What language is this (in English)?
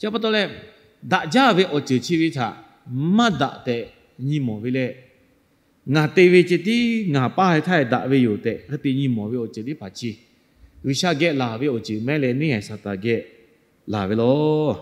Lahu